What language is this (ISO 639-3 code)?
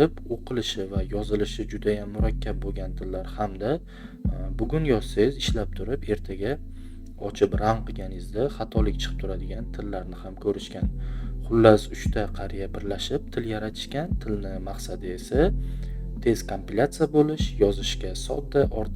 uzb